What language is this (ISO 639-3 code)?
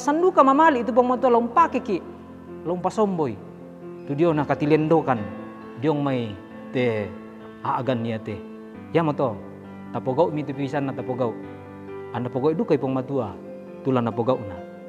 sda